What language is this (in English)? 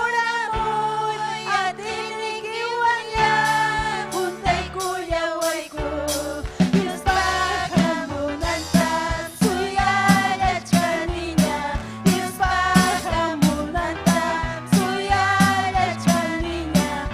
Ayacucho Quechua